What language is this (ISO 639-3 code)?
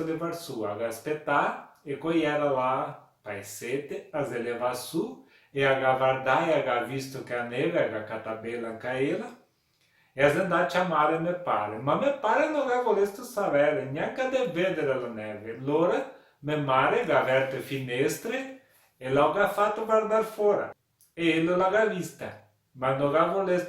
vec